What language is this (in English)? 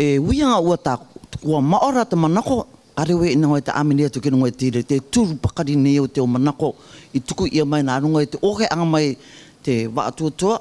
Rarotongan